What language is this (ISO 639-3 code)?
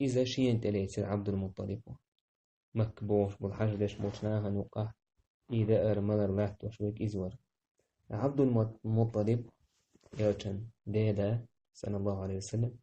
che